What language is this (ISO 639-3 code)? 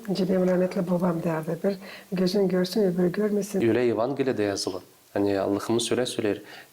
gag